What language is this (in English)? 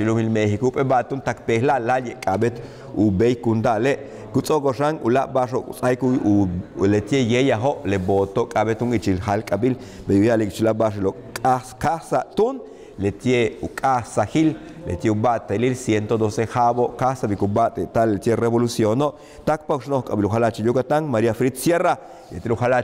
Yucateco